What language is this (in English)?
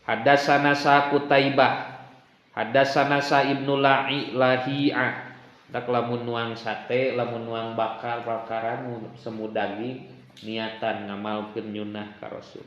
Sundanese